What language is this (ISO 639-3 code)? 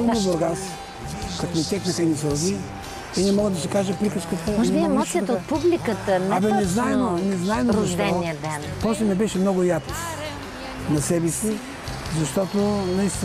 bul